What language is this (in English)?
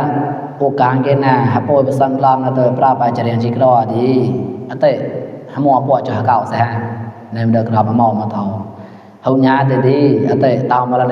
Mon